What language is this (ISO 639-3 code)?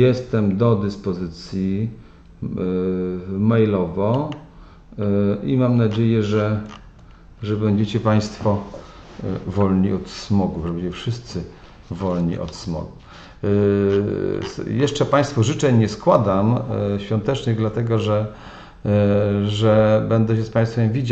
pol